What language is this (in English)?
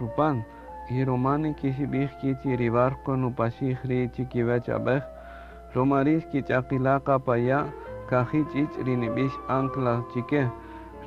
Kaqchikel